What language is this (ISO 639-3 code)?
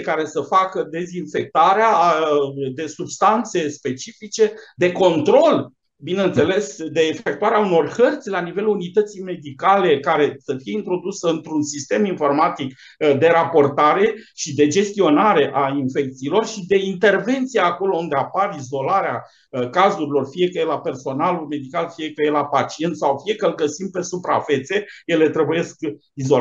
ron